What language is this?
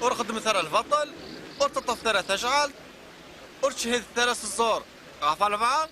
Kabyle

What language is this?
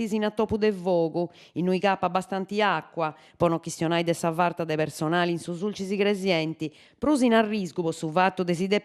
Sardinian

